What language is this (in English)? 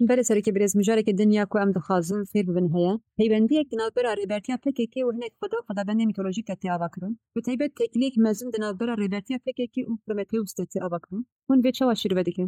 Kurdish